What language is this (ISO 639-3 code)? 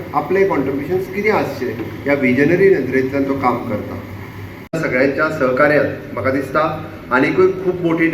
kok